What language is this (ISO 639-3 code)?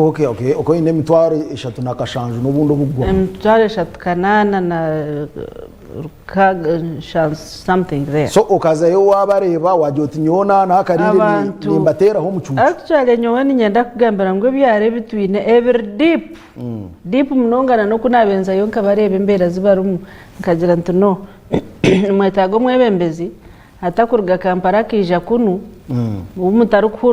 nyn